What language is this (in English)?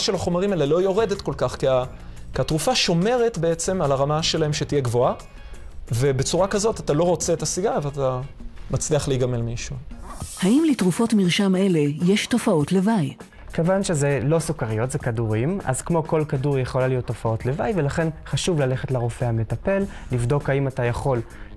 Hebrew